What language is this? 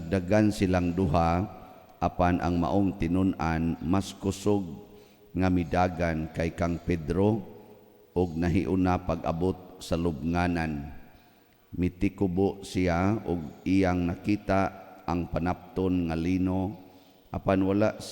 Cebuano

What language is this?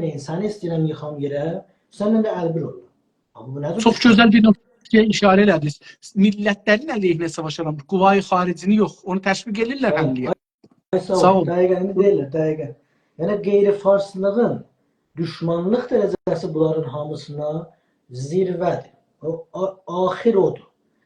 South Azerbaijani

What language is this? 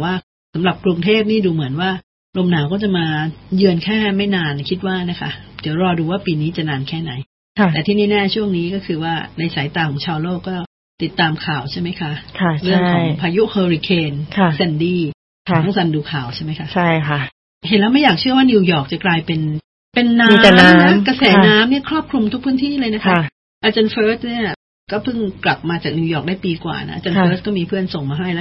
Thai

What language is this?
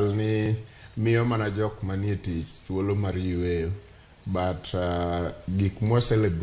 Luo (Kenya and Tanzania)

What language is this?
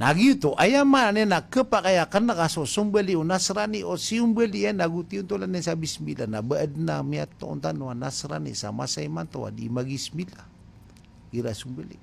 Maranao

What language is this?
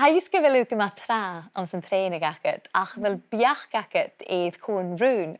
Scottish Gaelic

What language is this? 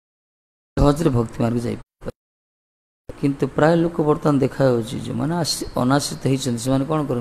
Odia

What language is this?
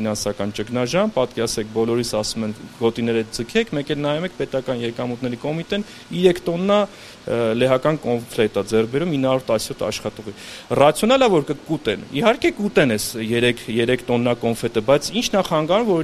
Armenian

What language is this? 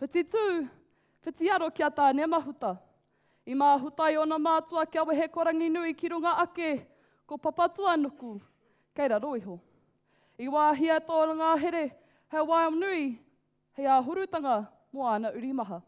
Māori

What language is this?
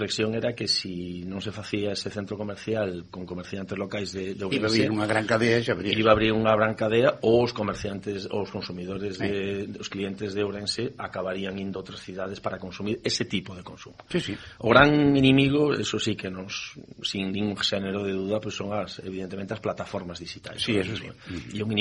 Galician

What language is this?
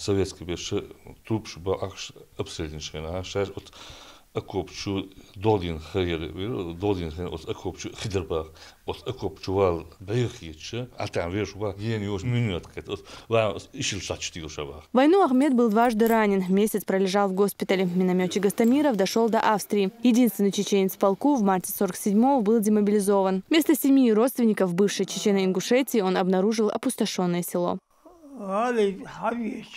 Chechen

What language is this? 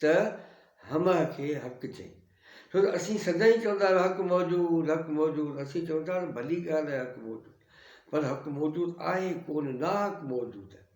Sindhi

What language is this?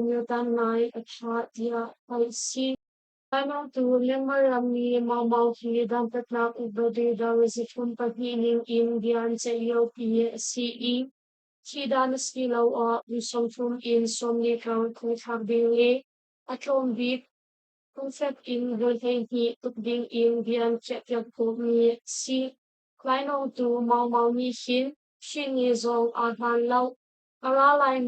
Hakha Chin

